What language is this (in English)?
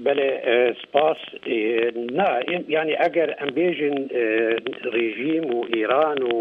Kurdish